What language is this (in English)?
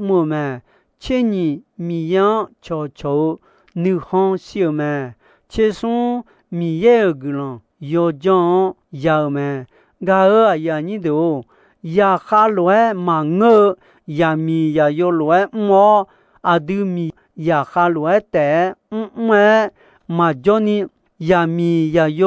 Akha